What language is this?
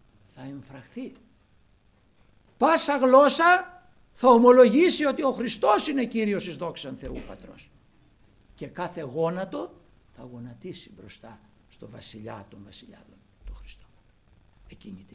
Greek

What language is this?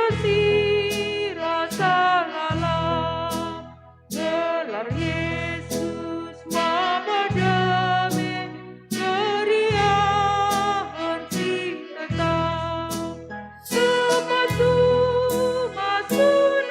Batak Karo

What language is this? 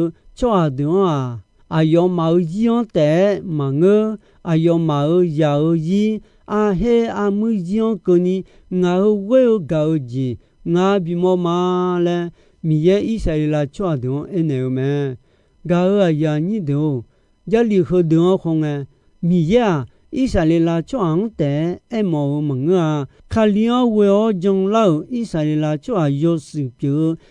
Akha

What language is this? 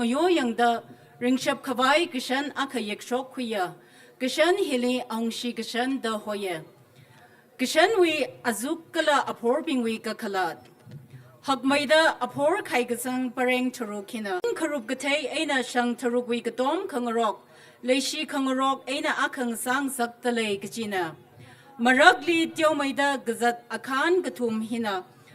Tangkhul Naga (India)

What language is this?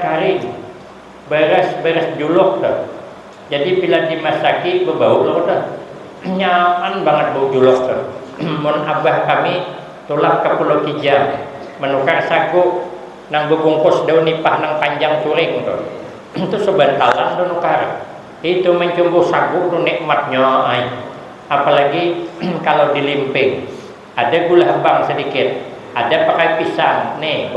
Banjar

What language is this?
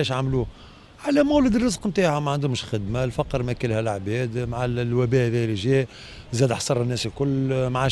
Tunisian Arabic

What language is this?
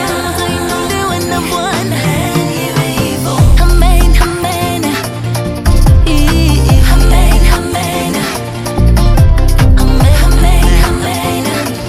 Swahili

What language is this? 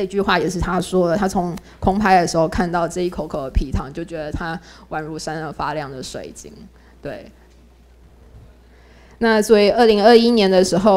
Chinese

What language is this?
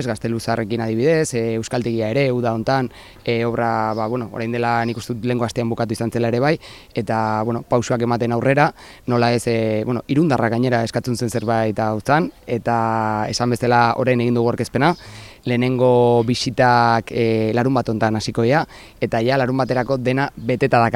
Basque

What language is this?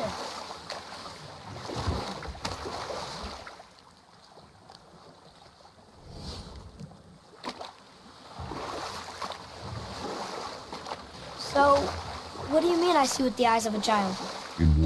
English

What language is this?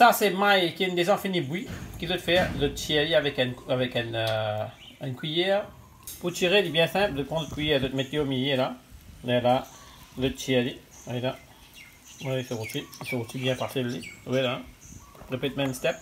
Morisyen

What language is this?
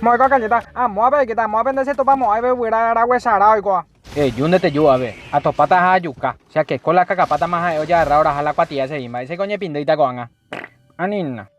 Guarani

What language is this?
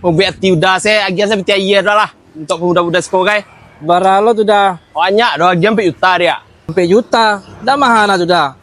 Minangkabau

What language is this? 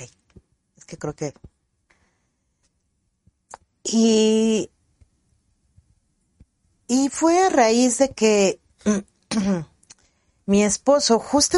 Spanish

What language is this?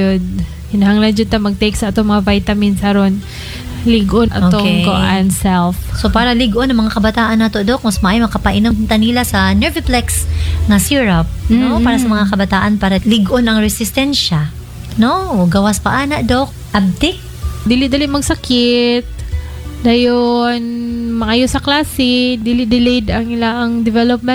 Cebuano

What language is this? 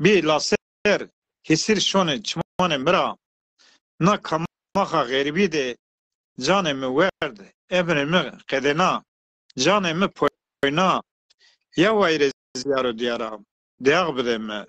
Zaza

